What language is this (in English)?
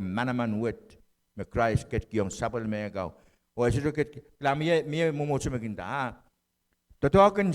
Pohnpeian